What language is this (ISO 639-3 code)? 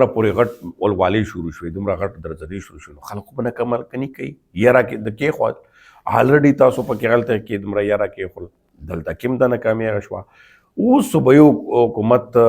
pus